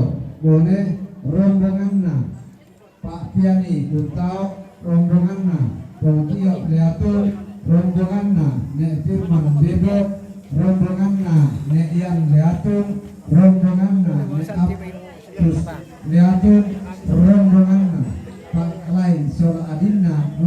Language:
Toraja-Sa'dan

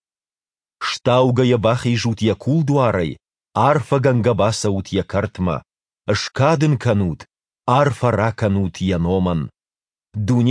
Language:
Ossetic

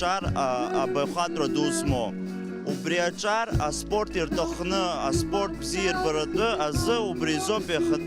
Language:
Abkhazian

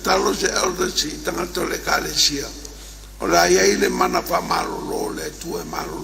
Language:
Samoan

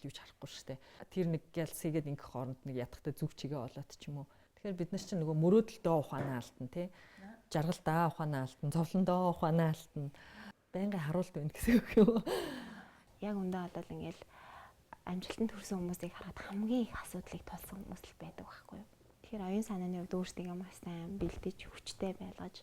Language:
Mongolian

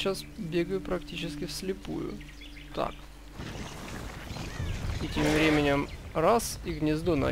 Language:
Russian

